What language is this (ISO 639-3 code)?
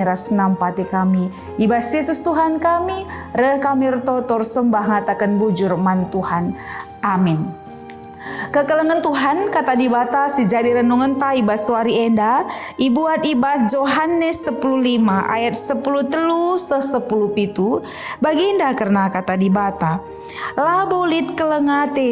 btx